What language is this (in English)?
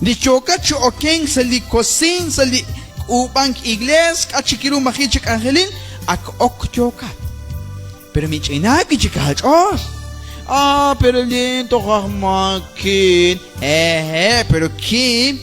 Kekchí